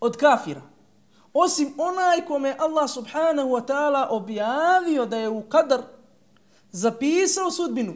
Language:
Bosnian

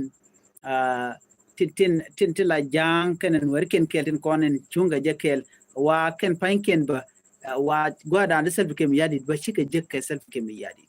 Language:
Nuer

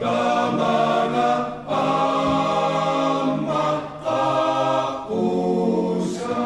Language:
Kalaallisut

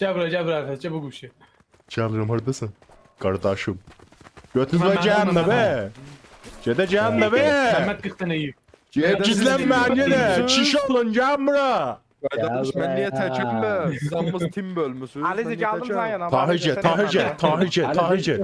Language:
South Azerbaijani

